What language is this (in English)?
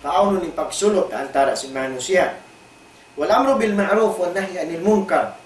Tausug